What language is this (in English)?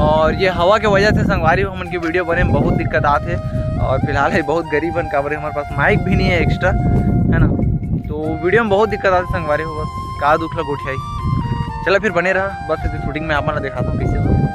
Chhattisgarhi